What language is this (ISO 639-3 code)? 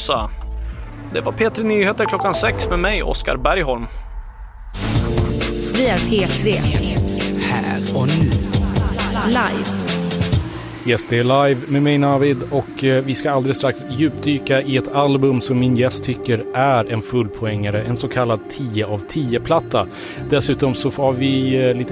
swe